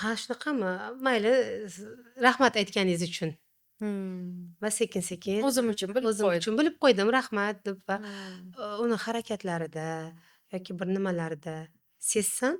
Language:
Uzbek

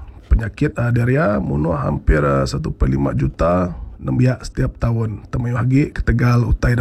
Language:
Iban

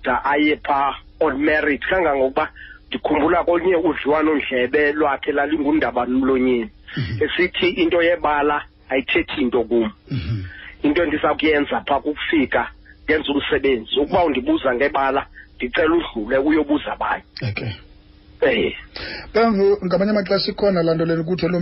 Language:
Xhosa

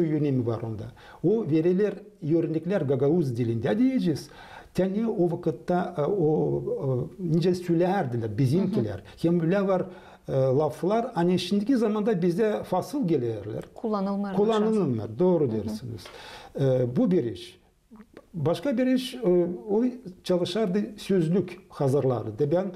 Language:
Gagauz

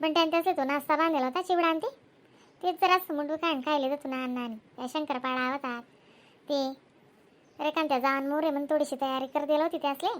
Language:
Khandesi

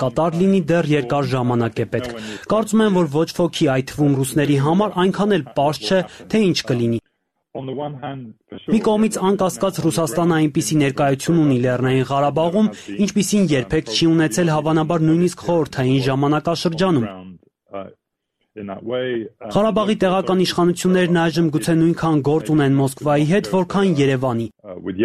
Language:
Armenian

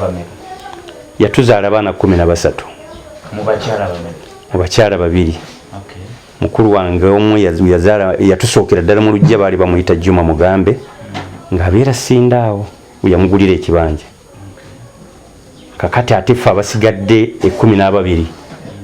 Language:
Ganda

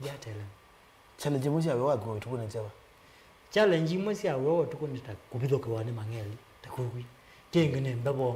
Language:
Kamba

